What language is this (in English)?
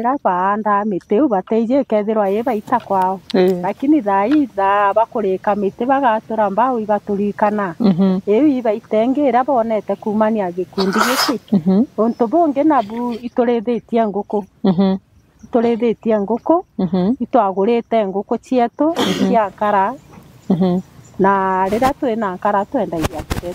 Meru